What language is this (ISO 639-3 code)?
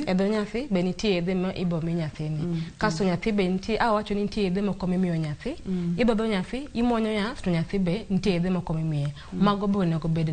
luo